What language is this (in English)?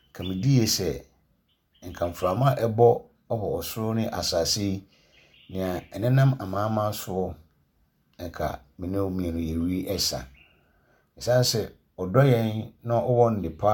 Akan